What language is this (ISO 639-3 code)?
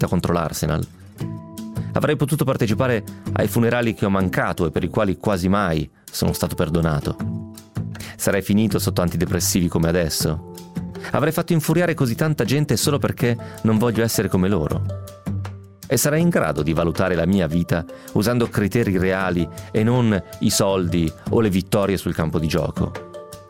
ita